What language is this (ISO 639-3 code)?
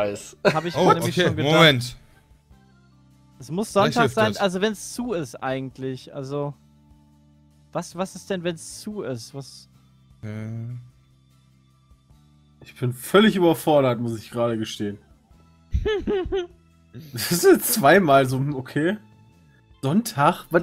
deu